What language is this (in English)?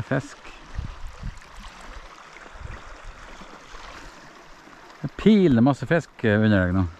Norwegian